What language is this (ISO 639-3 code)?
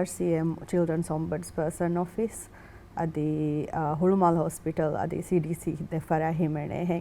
div